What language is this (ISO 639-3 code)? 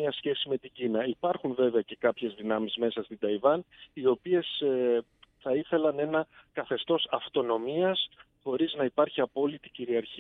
ell